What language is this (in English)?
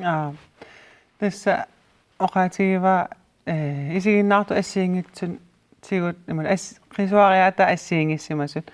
Kalaallisut